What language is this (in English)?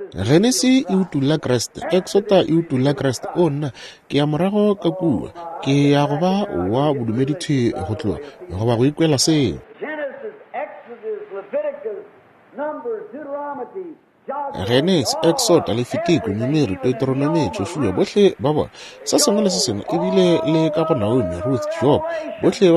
Northern Sotho